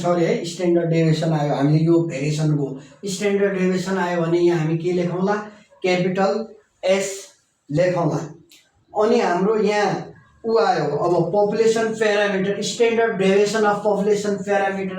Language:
Nepali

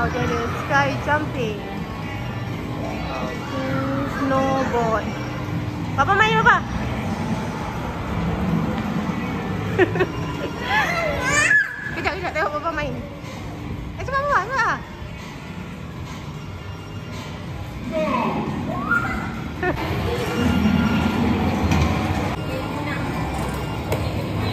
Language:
Malay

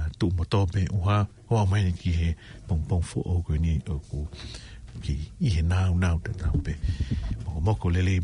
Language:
Tongan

